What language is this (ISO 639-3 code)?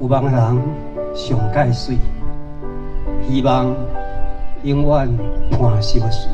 nan